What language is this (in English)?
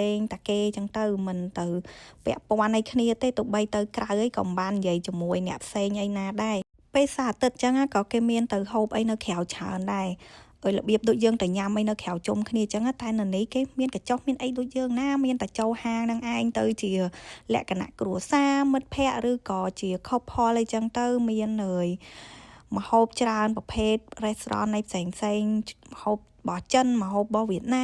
Khmer